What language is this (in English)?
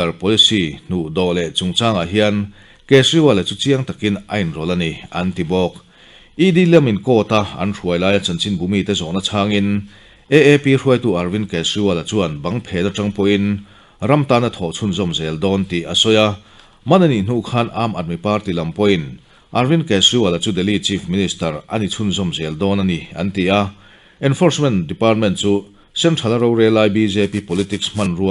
Mizo